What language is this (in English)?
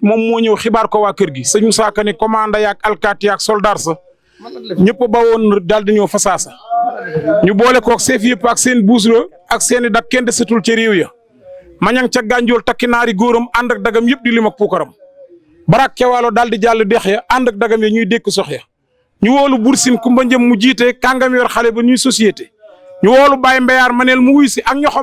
Wolof